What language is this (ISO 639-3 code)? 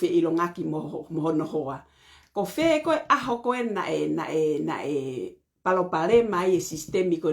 ton